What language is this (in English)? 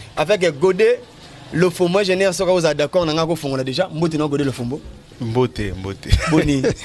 Lingala